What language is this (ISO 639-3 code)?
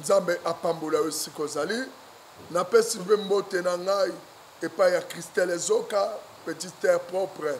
lin